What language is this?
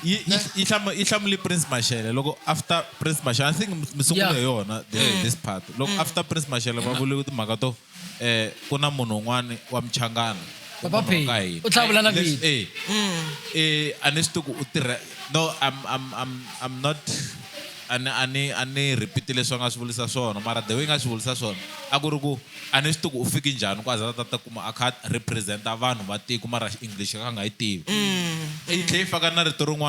Tsonga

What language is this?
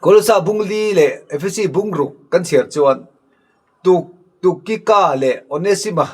Mizo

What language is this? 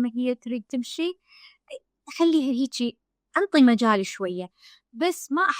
Mesopotamian Arabic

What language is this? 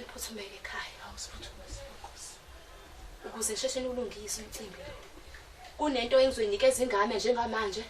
Zulu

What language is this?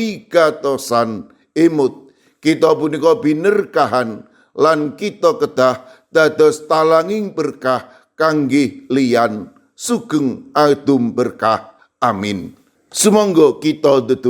Javanese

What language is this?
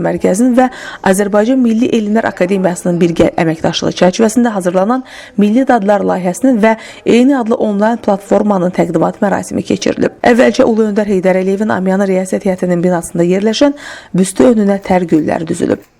Azerbaijani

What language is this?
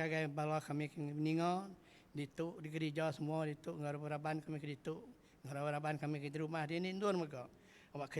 Iban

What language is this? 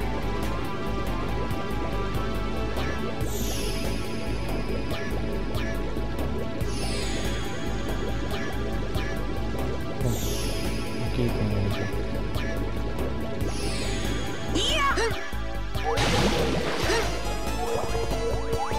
Spanish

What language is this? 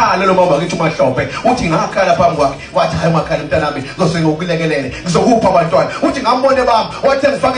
Zulu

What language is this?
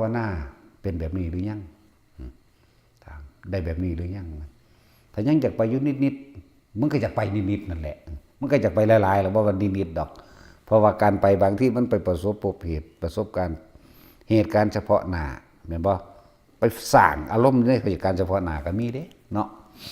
Northeastern Thai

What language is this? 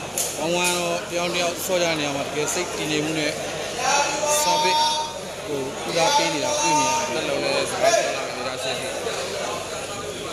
Burmese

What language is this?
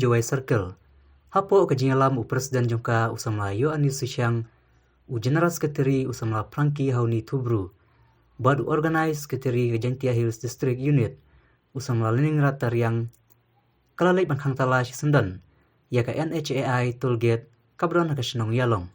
Khasi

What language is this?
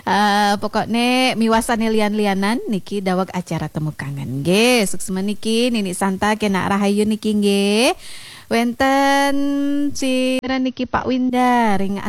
Balinese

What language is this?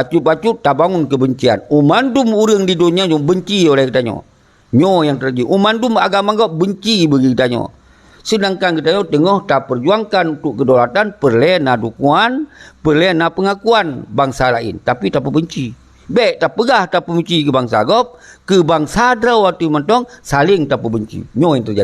Achinese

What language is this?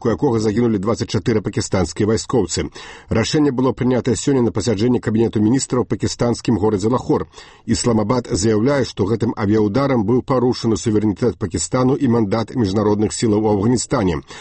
Belarusian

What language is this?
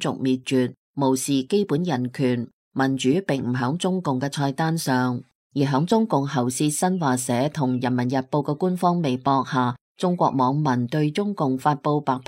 Cantonese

